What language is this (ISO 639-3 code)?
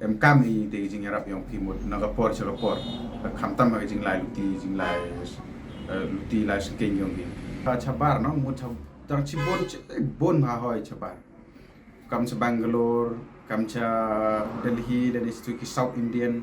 pbv